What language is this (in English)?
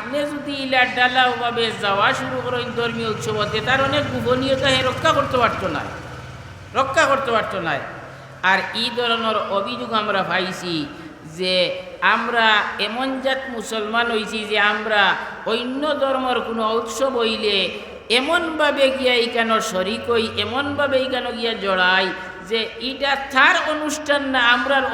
Sylheti